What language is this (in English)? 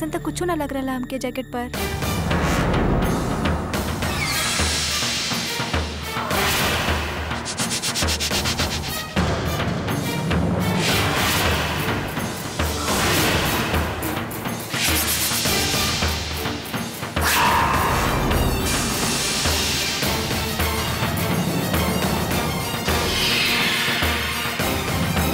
Bhojpuri